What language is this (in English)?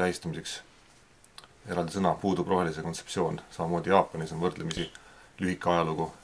Estonian